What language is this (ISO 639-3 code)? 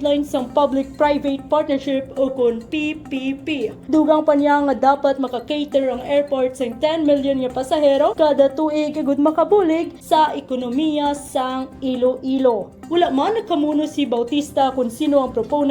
hil